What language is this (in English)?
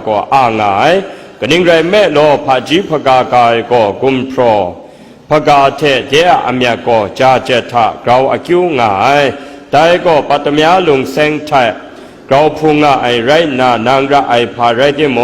Kachin